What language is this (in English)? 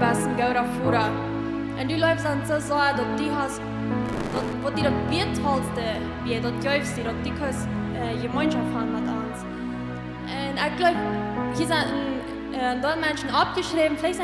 Plautdietsch